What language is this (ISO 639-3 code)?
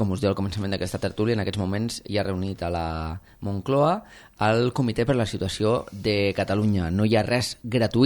cat